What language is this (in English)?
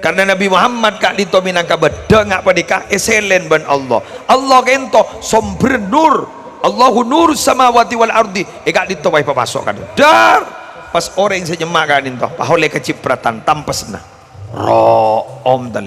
Madurese